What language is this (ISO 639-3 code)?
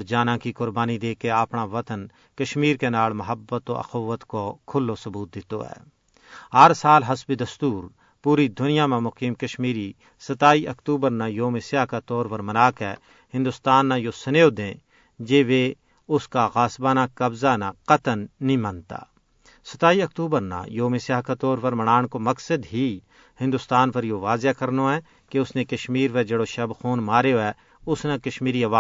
gju